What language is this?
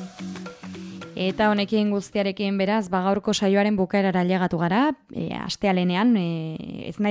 Basque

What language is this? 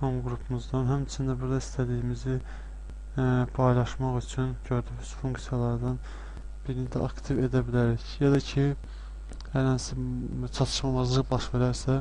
Azerbaijani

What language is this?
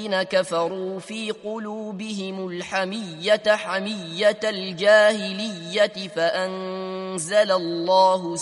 Arabic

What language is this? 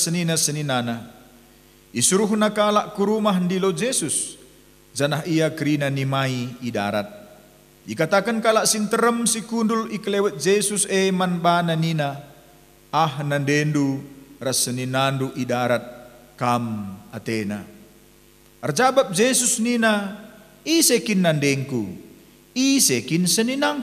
Batak Karo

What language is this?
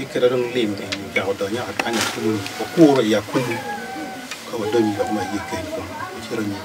Acoli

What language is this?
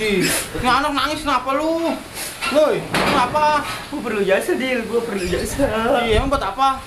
Betawi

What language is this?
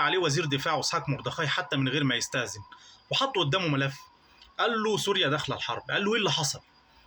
Egyptian Arabic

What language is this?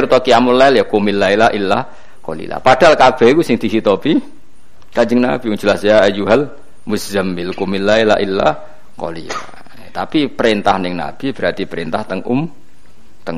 Javanese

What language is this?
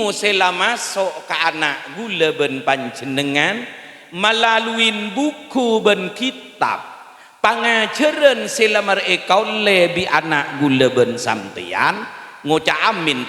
Madurese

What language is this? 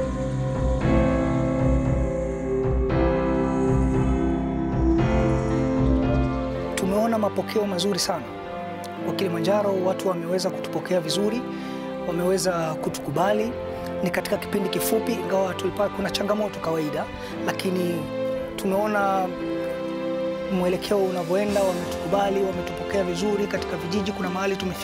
Swahili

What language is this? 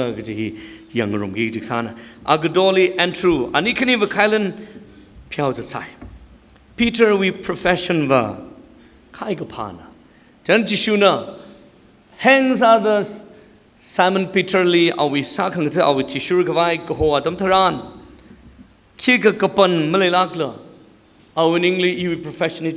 Tangkhul Naga (India)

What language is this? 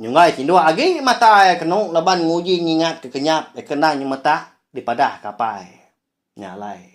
Iban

